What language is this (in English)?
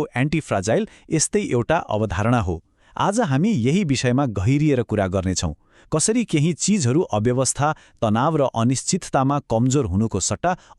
Nepali